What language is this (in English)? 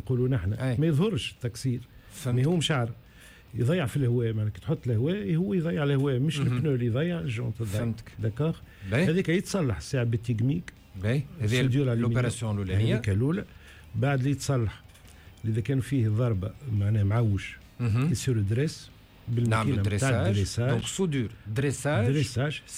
Tunisian Arabic